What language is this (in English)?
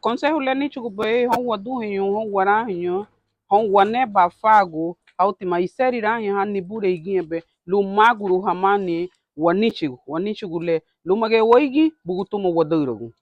Garifuna